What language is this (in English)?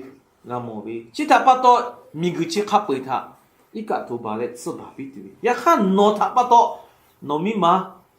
Lahu